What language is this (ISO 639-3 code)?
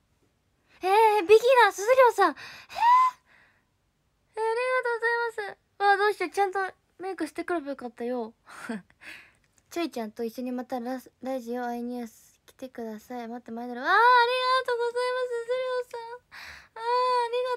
jpn